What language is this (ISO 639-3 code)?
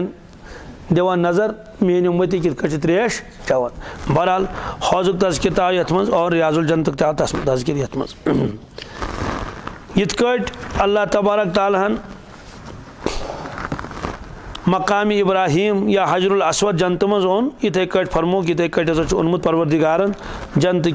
kas